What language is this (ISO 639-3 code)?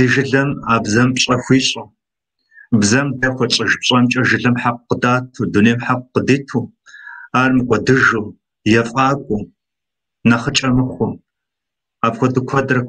kbd